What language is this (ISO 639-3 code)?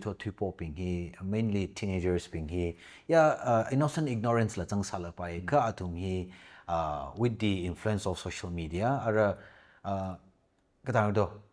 nmf